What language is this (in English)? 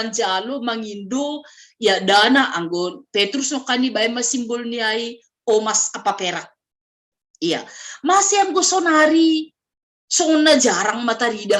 Batak Simalungun